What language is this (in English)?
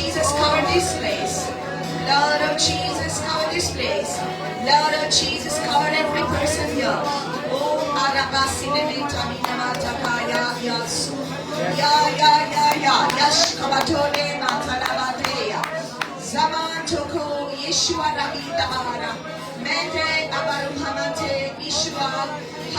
Konkani